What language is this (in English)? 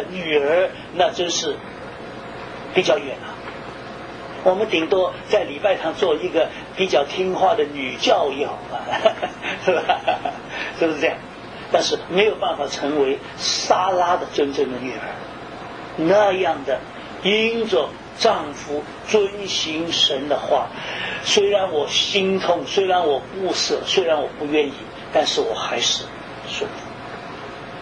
Chinese